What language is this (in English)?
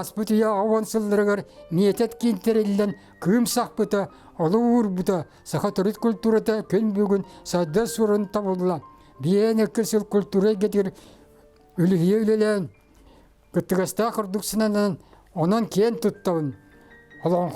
Yakut